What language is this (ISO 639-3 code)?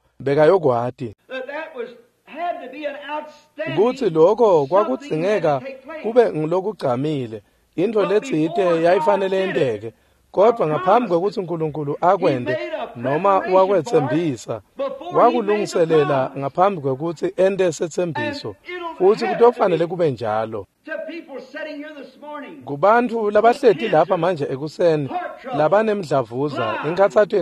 ssw